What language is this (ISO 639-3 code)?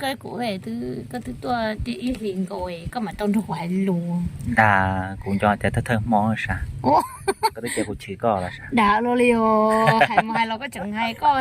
hmn